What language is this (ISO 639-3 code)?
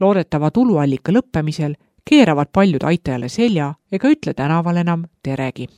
est